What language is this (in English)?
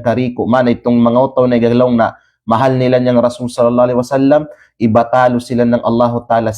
Kalagan